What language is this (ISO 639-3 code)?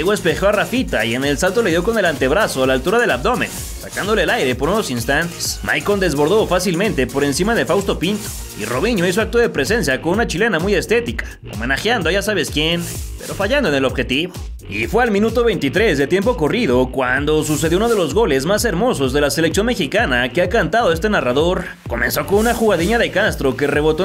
spa